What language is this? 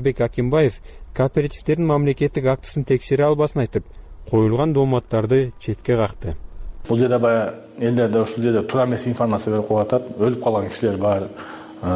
Kyrgyz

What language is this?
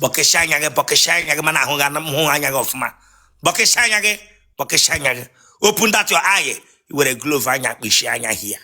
Igbo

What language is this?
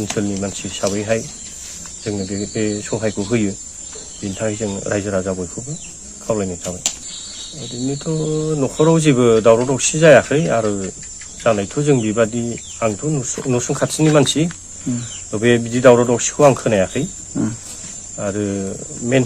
Bodo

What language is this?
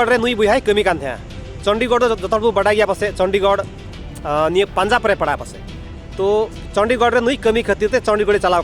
Santali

